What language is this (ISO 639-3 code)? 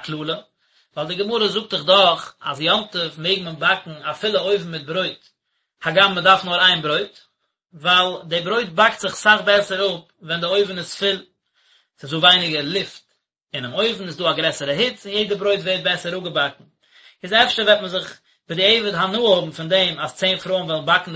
yid